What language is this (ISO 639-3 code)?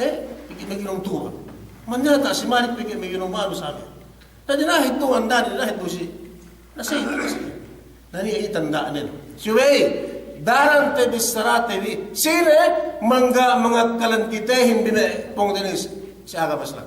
yka